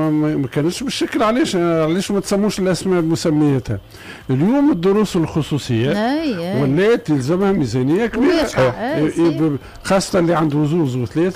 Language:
Tunisian Arabic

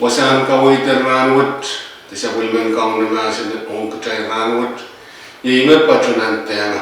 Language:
Pohnpeian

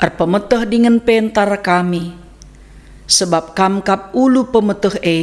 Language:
Batak Karo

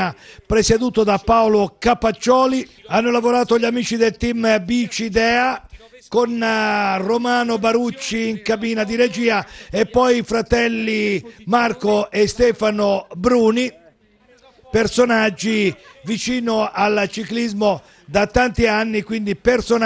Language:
Italian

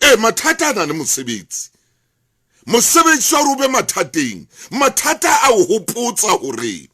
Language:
Southern Sotho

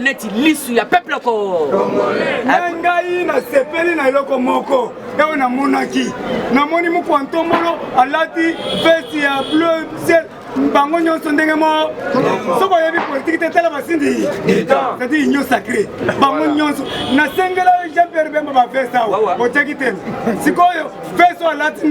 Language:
Lingala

